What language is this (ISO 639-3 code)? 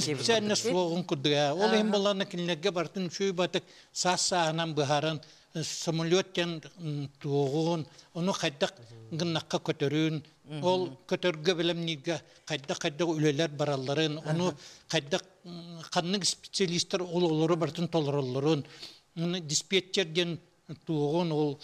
sah